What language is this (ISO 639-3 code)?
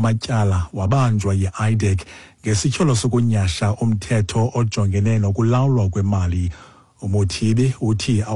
xho